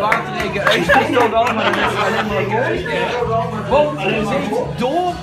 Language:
Limburgish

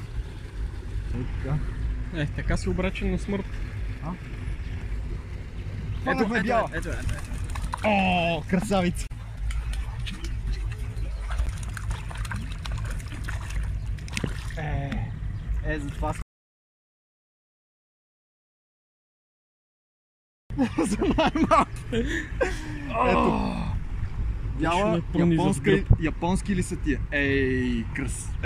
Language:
Bulgarian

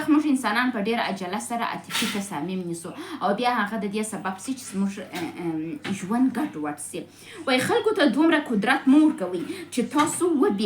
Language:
Pashto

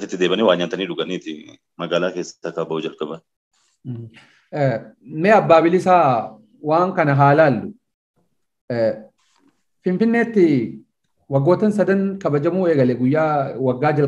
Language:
Oromo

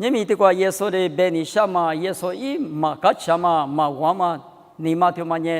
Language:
Lisu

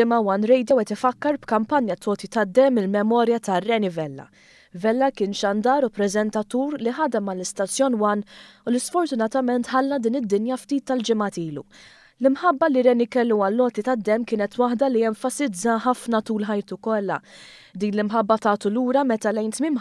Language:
Maltese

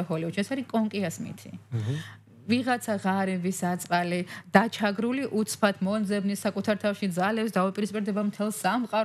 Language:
Georgian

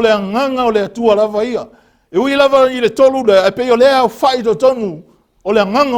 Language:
Samoan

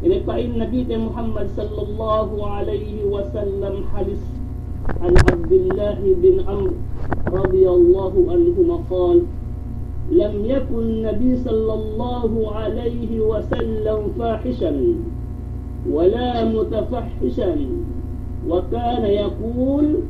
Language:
Yakan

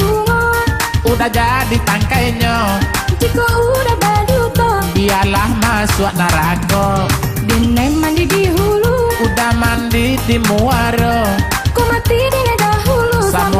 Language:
Minangkabau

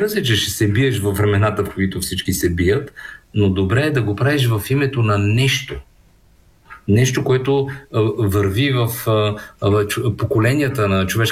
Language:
Bulgarian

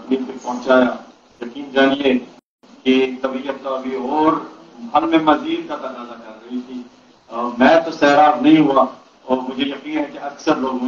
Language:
Urdu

